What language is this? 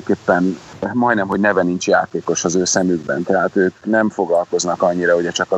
Hungarian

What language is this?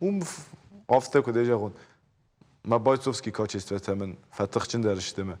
Ossetic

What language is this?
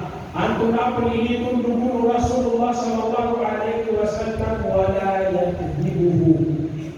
Maranao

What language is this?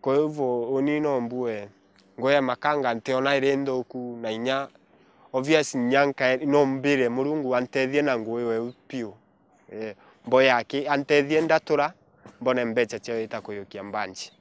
Meru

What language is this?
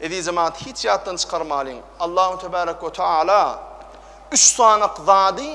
Turkmen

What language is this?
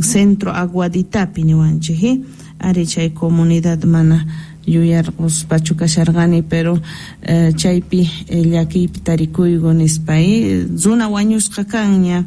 South Bolivian Quechua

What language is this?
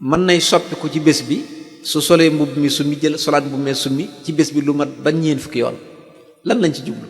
Wolof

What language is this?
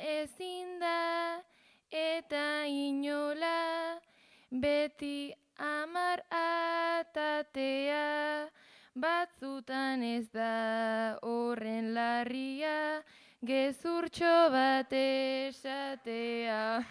Basque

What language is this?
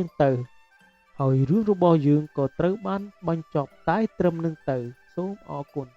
Khmer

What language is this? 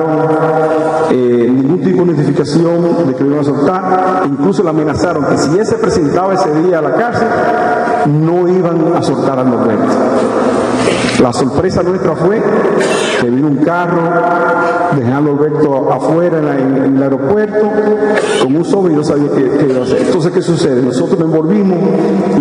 Spanish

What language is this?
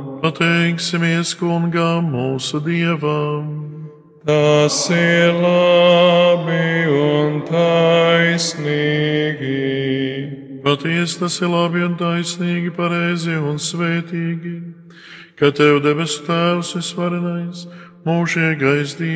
Latvian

